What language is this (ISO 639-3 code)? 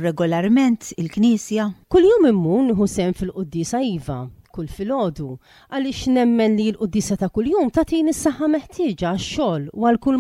mlt